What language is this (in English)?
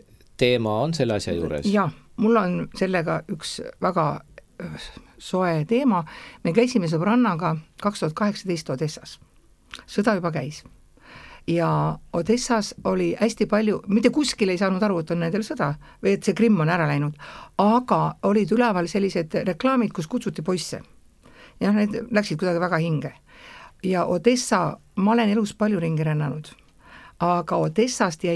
Estonian